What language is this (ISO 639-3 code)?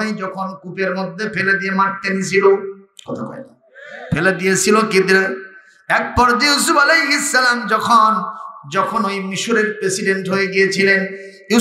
ben